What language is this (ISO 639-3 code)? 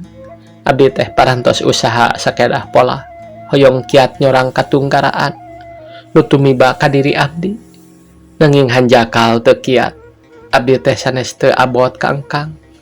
sun